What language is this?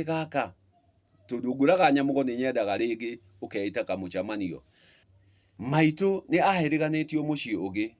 Kikuyu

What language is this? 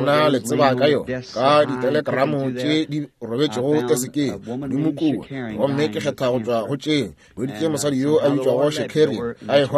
Northern Sotho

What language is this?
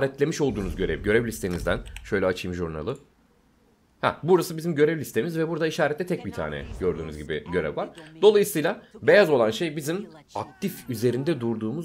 Turkish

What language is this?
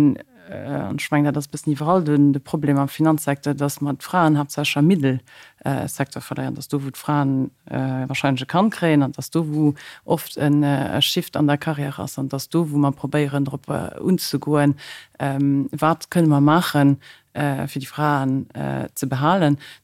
Luxembourgish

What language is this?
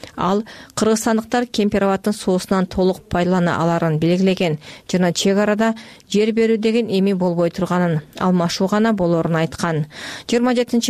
Kyrgyz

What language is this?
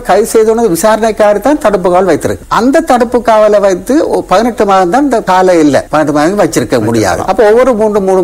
Tamil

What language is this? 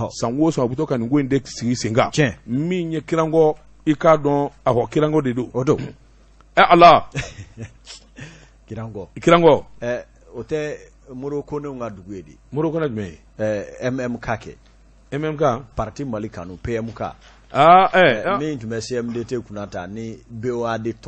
Bambara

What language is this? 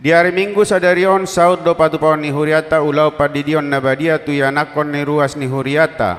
Batak Toba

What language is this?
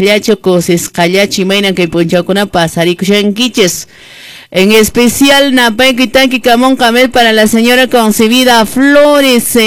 Quechua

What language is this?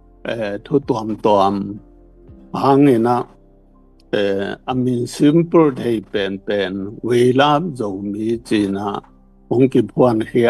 Tedim Chin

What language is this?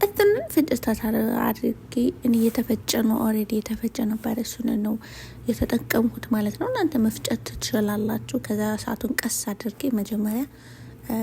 Amharic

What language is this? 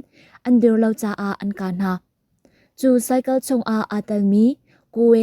Hakha Chin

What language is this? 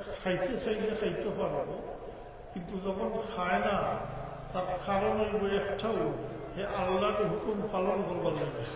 Sylheti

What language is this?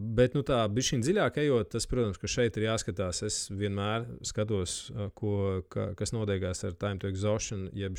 Latvian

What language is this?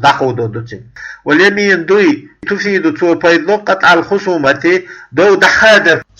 Chechen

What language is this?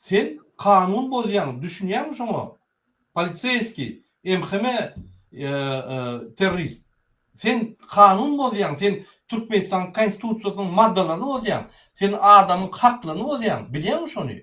Turkmen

